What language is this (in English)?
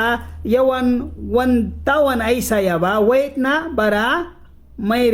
Mískito